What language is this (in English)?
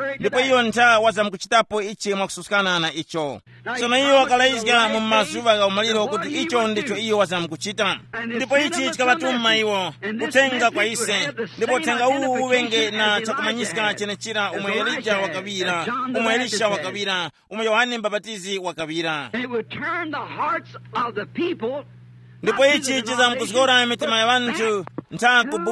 Tumbuka